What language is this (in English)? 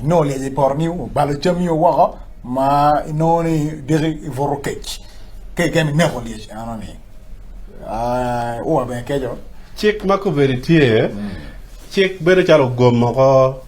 Acoli